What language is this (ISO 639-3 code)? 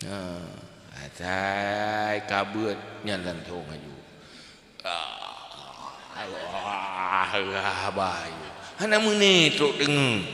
ace